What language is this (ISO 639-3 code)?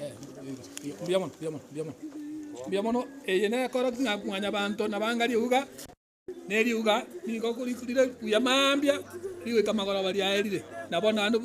guz